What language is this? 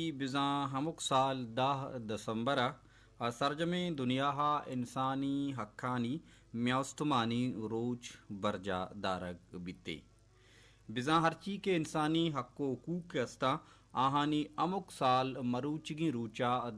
Baluchi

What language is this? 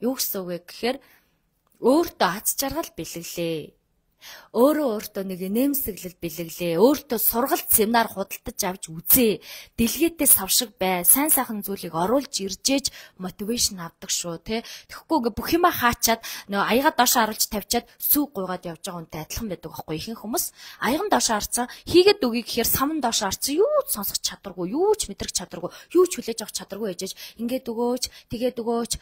Mongolian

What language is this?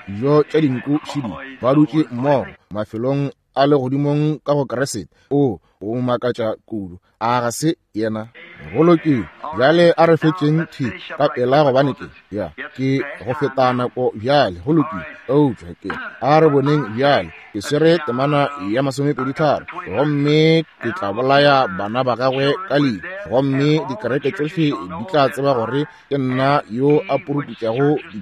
Northern Sotho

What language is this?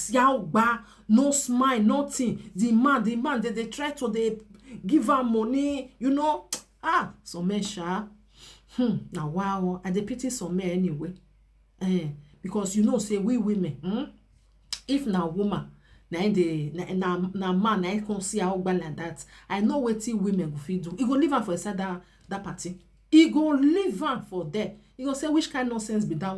Nigerian Pidgin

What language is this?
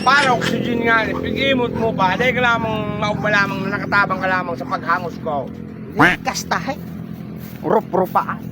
Bikol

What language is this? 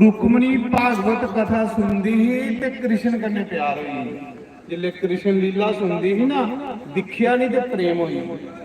Dogri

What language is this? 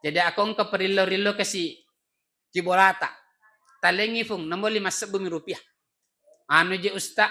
Buginese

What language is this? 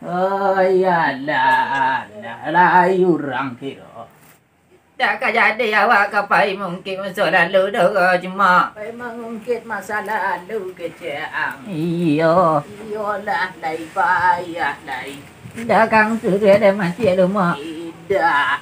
Minangkabau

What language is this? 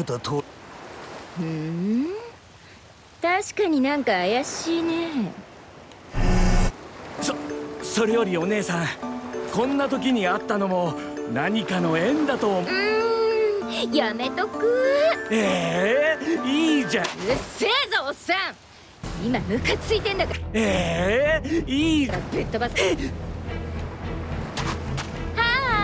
Japanese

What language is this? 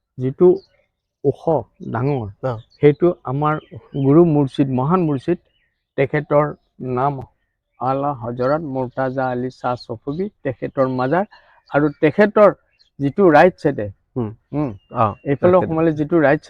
Assamese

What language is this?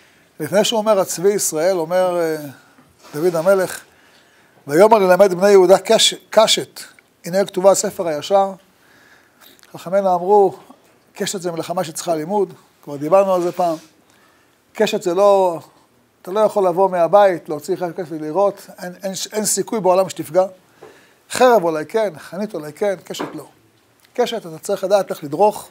Hebrew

